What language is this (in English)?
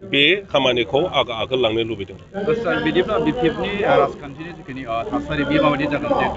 Bodo